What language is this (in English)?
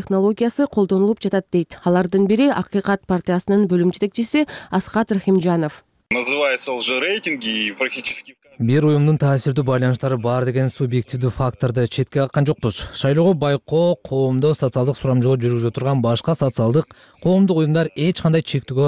Kyrgyz